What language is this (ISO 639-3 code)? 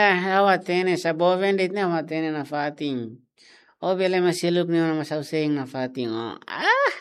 tet